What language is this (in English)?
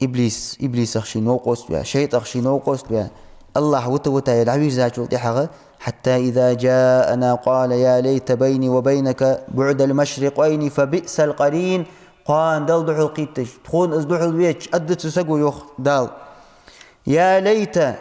Ingush